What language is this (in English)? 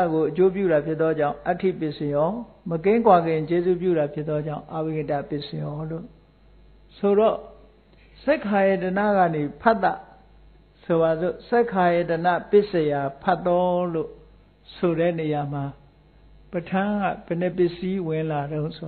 Burmese